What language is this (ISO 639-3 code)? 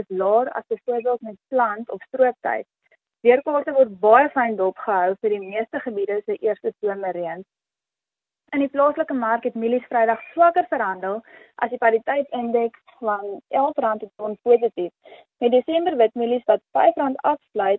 afr